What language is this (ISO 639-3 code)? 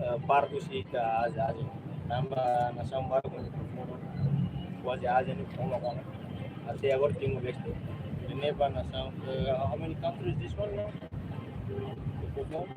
tet